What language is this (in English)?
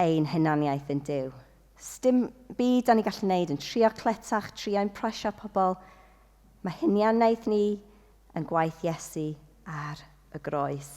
Welsh